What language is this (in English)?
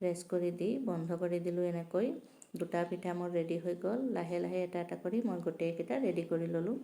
Assamese